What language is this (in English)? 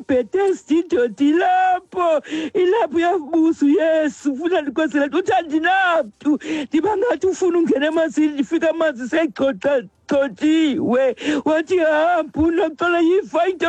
Xhosa